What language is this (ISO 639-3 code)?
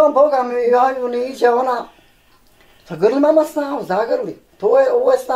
bos